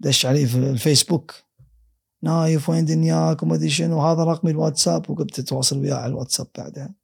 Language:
Gulf Arabic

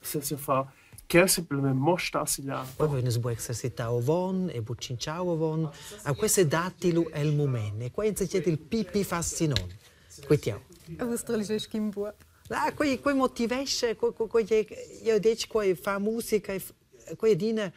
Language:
Romansh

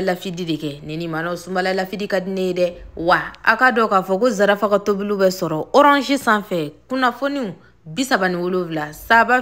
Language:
Bambara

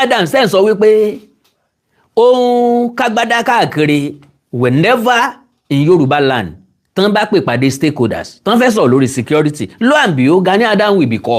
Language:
Yoruba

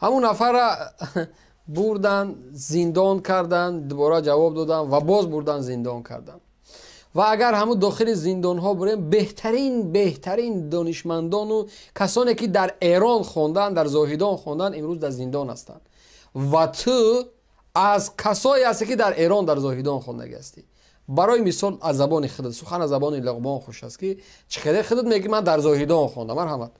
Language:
Tajik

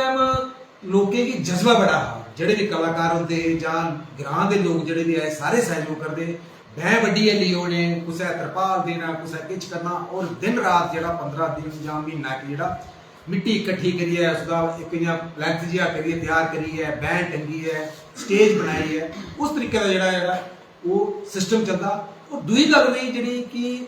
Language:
Dogri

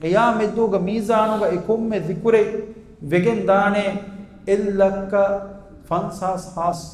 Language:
Divehi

